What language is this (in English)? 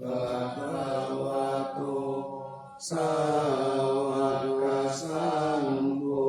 Pali